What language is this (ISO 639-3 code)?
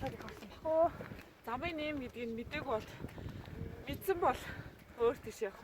mon